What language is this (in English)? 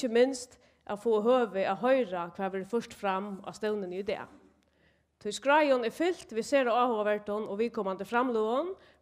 Faroese